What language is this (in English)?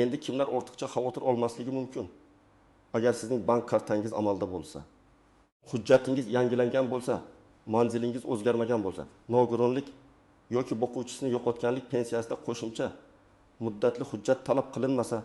Uzbek